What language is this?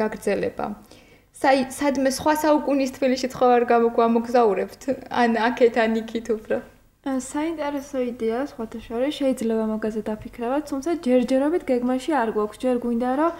Georgian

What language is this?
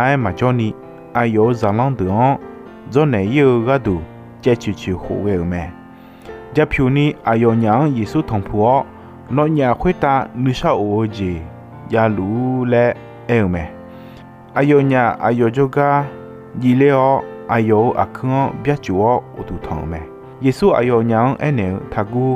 Akha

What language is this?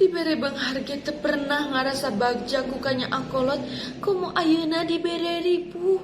Sundanese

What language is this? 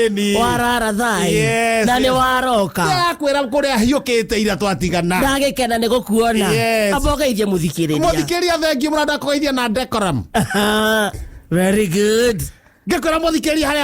Kikuyu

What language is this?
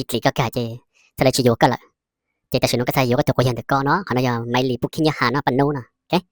Hmong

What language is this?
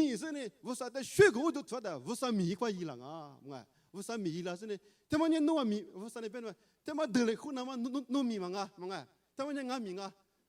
Lisu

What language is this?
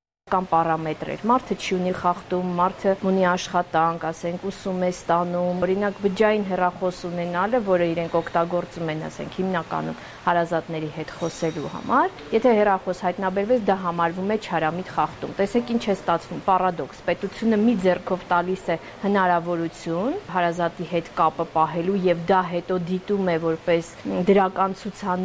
Armenian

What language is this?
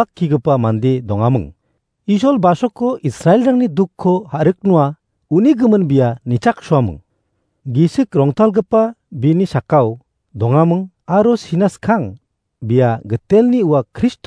Garo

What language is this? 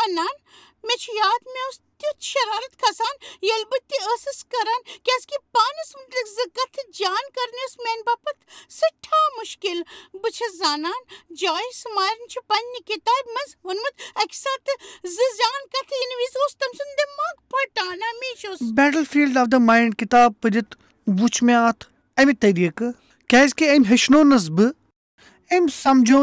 Kashmiri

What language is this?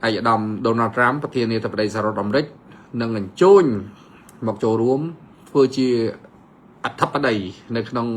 Khmer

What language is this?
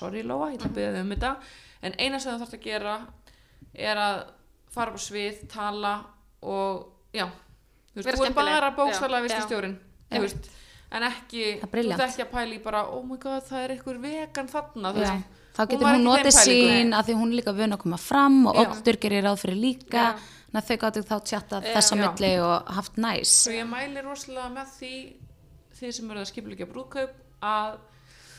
Icelandic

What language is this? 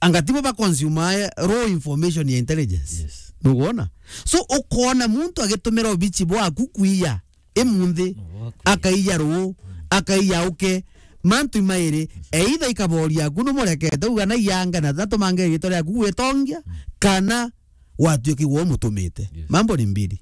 Meru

